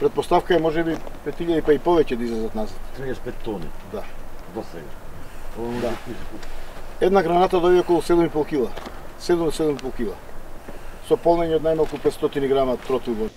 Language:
Macedonian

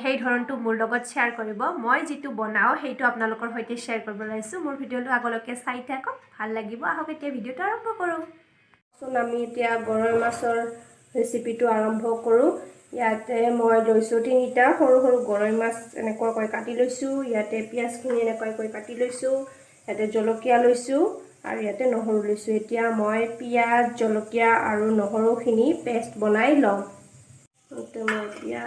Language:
Assamese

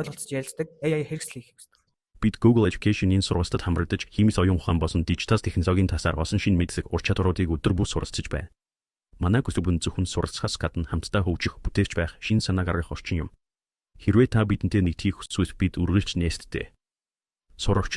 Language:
Mongolian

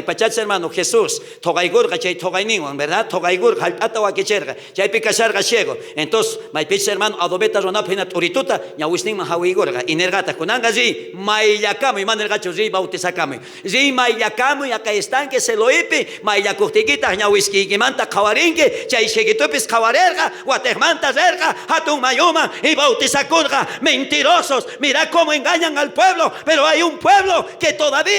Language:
South Bolivian Quechua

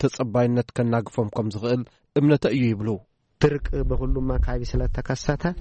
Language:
Tigrinya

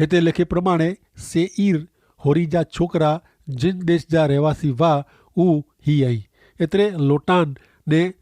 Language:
Kachhi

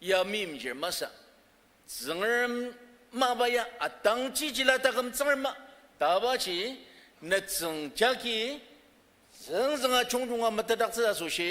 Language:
Ao Naga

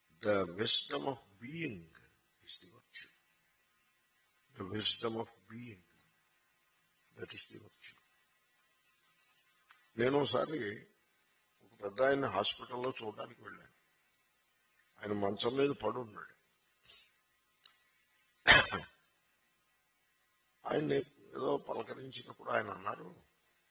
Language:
Telugu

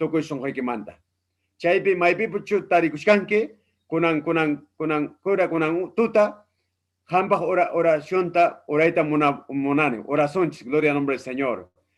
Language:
Ayacucho Quechua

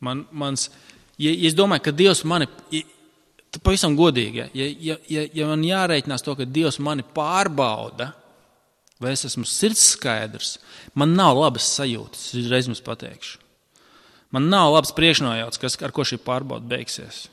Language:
Latvian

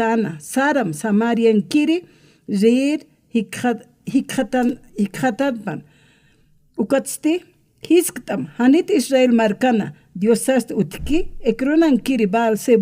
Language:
Aymara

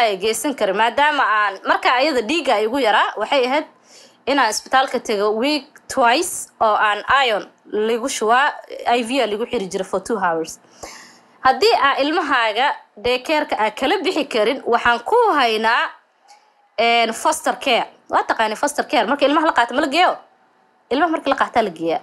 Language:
Somali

